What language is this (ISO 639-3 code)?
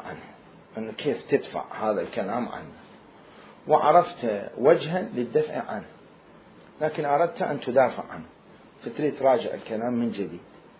acm